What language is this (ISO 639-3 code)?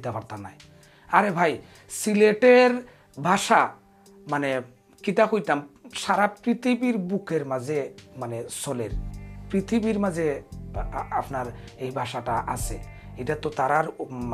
syl